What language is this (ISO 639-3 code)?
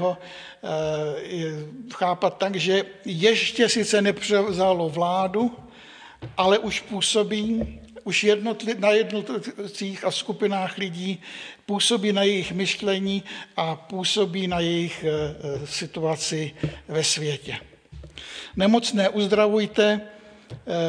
ces